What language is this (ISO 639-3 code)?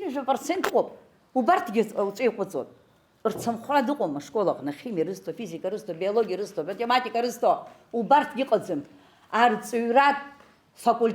abk